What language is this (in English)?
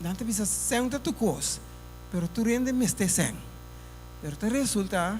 Papiamento